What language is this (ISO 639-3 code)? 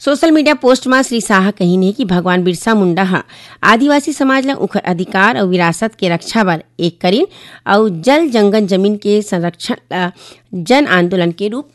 hne